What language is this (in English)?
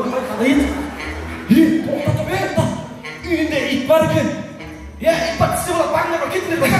Kara-Kalpak